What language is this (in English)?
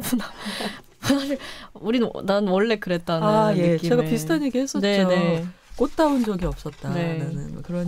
Korean